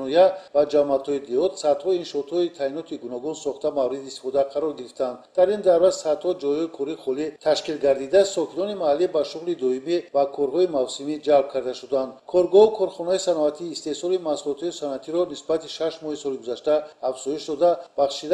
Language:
Tajik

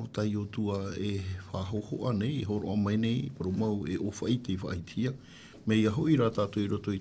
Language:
Tahitian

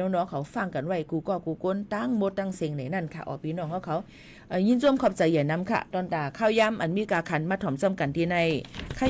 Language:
Shan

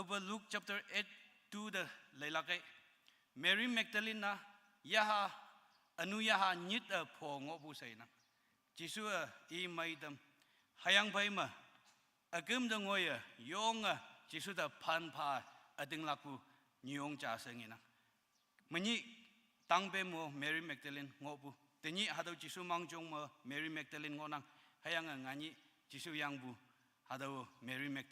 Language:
Konyak Naga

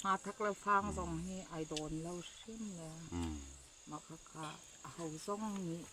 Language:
Falam Chin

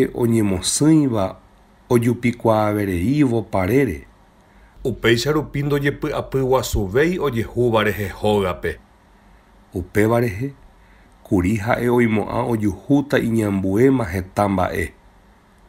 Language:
Guarani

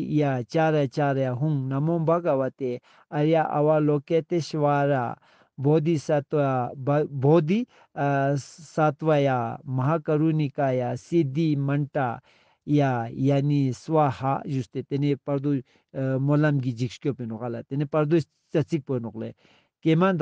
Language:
Ladakhi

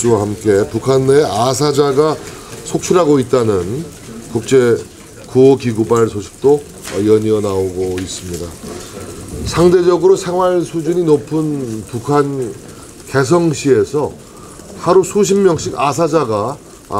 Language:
Korean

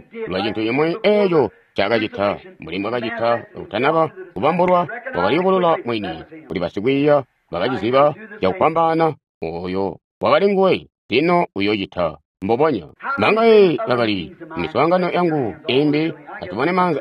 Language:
Tonga (Zambia)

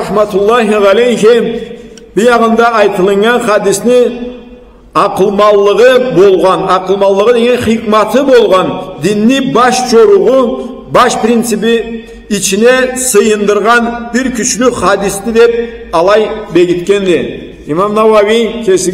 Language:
Karachay-Balkar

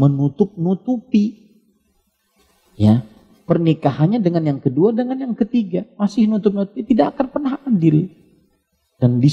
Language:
Indonesian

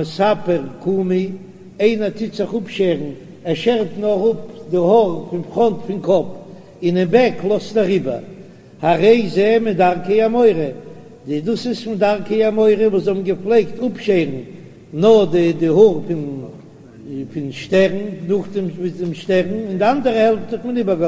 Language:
Yiddish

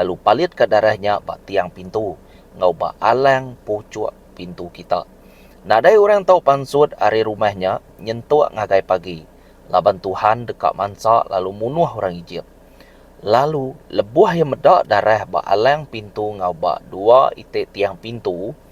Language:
Iban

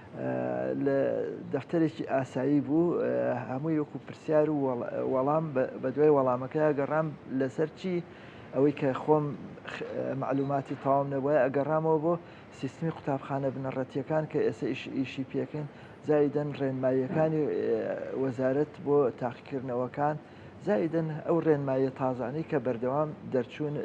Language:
Central Kurdish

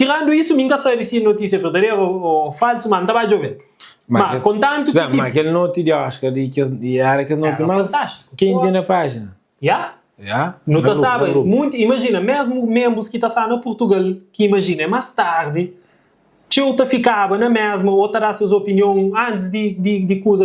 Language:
Kabuverdianu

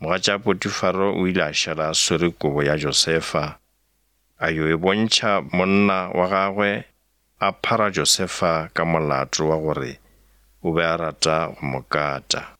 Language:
Northern Sotho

